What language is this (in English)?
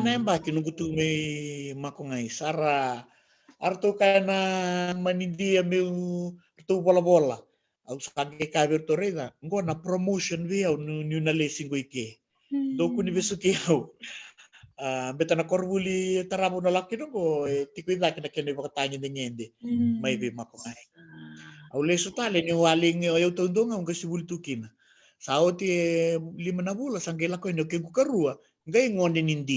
Fijian